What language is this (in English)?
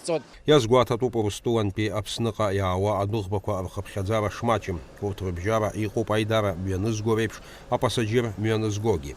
Abkhazian